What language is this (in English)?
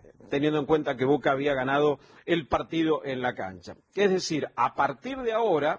Spanish